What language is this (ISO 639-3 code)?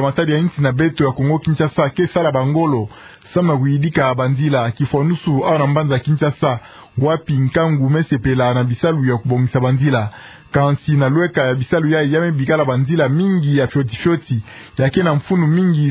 ktu